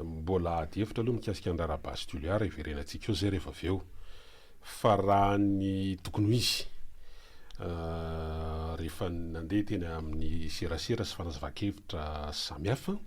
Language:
Malagasy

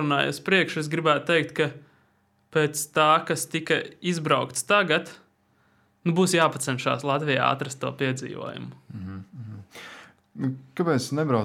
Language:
Latvian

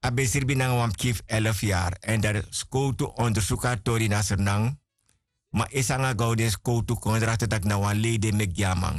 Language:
Sranan Tongo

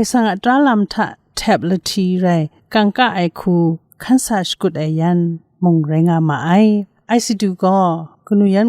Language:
Kachin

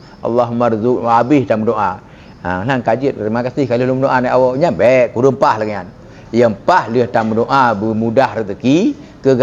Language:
Achinese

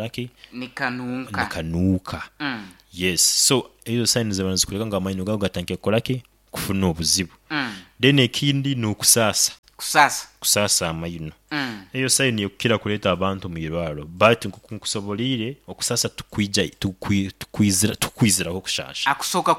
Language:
Nyoro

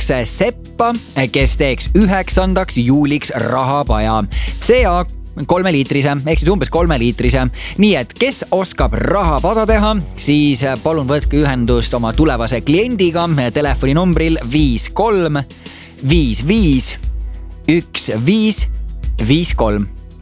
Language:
Estonian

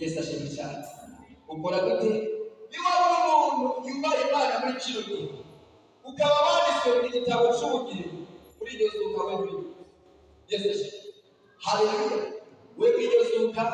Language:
Rundi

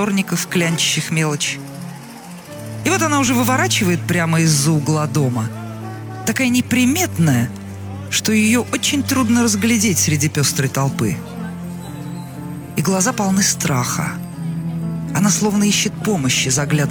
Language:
Russian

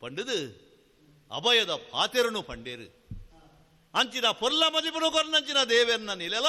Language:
Tulu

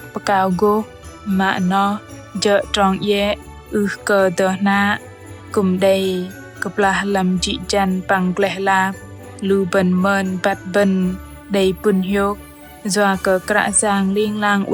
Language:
Bahnar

